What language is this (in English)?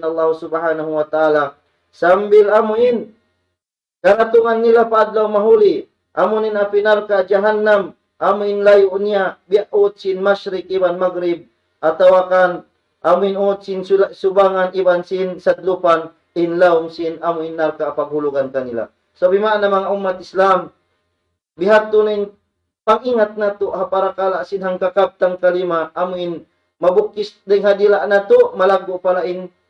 Tausug